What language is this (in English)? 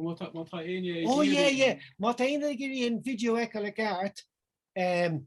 Irish